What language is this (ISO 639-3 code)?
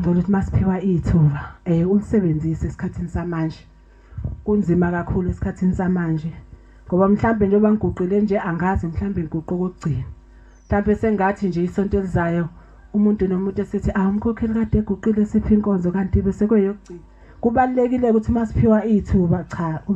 zul